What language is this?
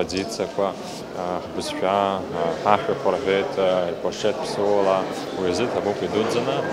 Abkhazian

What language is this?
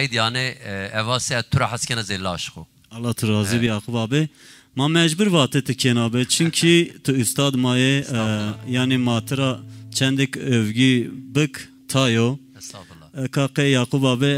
Zaza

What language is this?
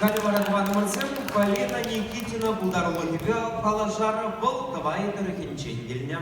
Chuvash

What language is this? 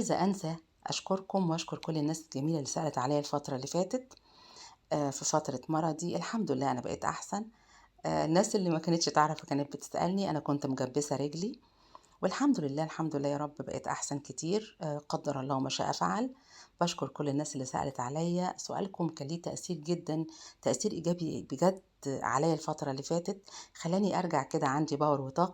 Egyptian Arabic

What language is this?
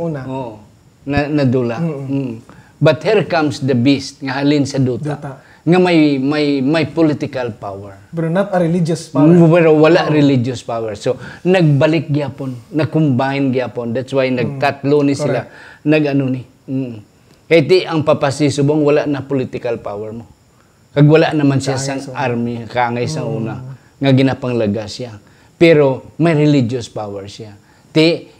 Hiligaynon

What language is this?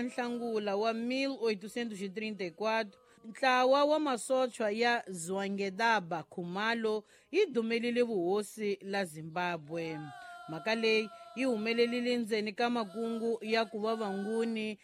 Tsonga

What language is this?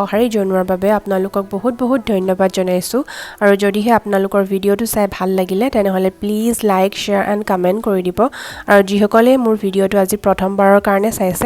Assamese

